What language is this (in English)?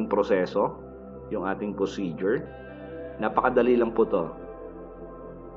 Filipino